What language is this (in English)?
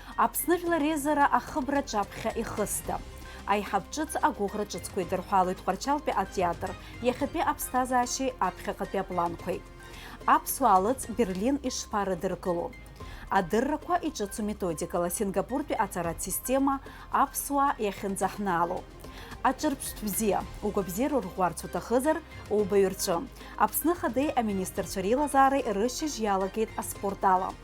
Abkhazian